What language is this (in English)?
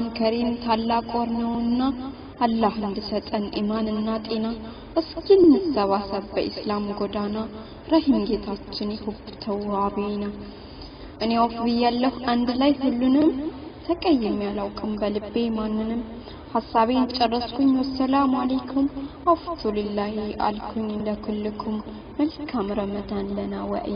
Amharic